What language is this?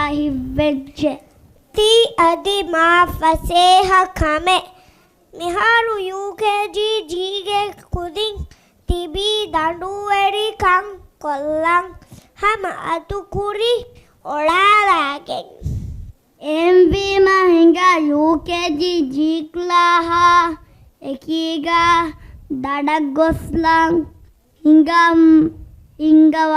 Divehi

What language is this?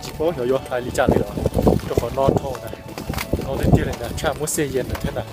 Hmong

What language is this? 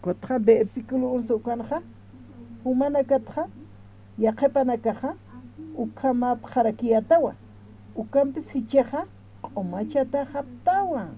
Aymara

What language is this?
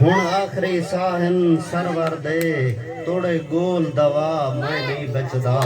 Saraiki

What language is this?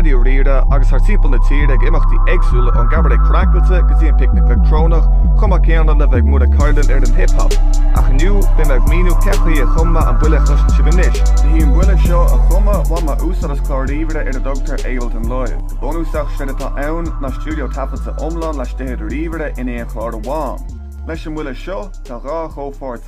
Irish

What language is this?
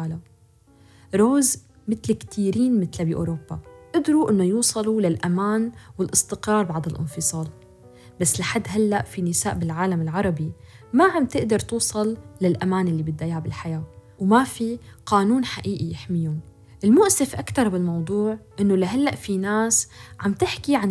North Levantine Arabic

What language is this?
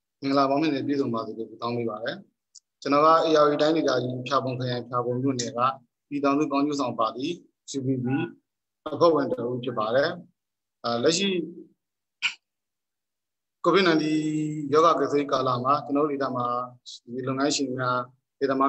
Burmese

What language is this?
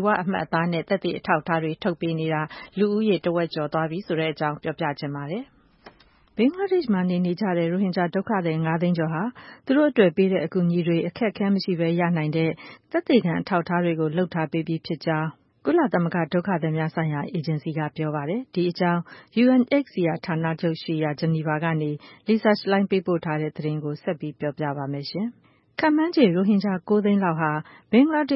Burmese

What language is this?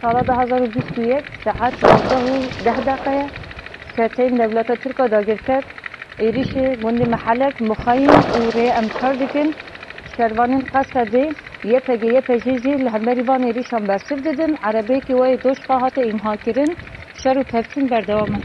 Kurdish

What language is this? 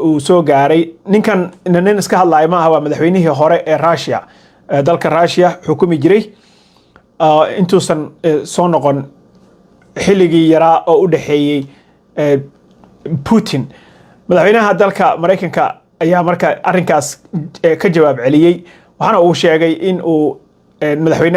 Somali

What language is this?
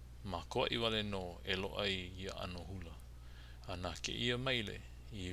Hawaiian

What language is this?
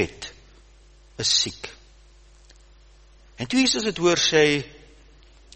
Afrikaans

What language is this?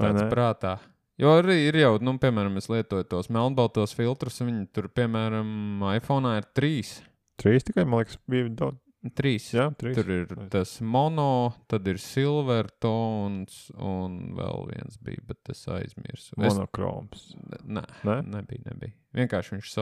Latvian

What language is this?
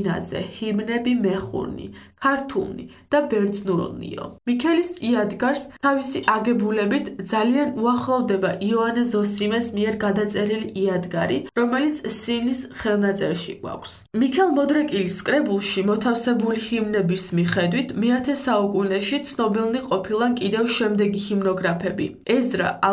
Georgian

